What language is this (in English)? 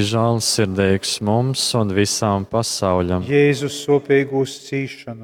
Latgalian